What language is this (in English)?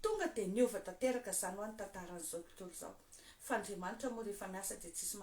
Malagasy